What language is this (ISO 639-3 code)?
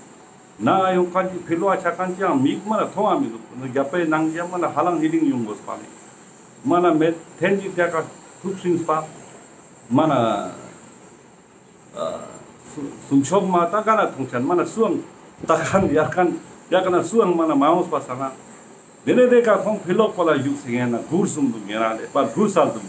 lbj